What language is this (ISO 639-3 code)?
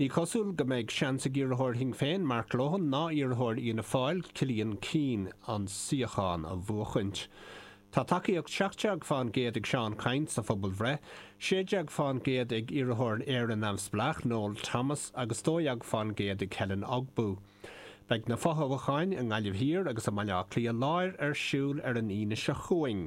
gle